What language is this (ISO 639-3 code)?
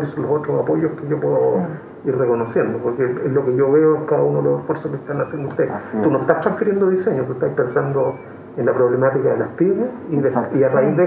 spa